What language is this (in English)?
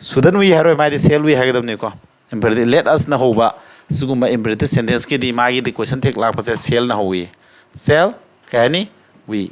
Manipuri